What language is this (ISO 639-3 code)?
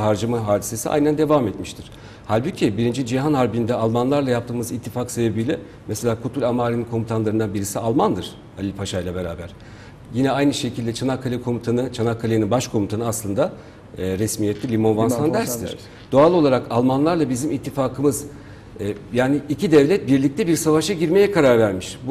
tur